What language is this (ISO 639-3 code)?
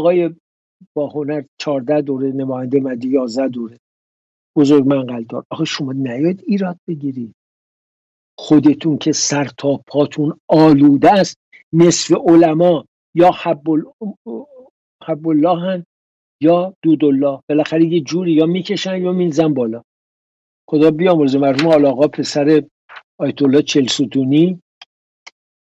fas